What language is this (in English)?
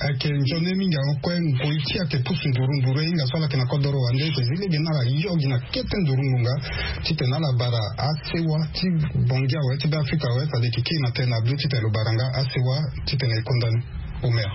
Sango